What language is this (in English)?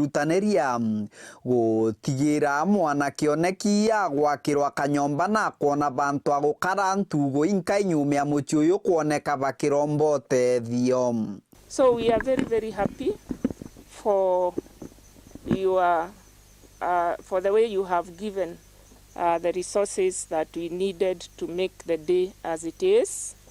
Meru